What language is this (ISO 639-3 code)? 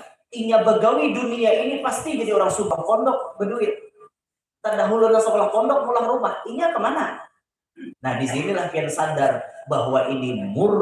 bjn